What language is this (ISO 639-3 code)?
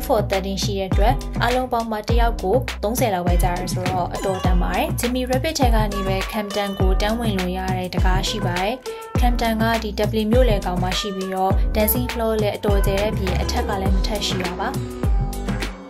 mya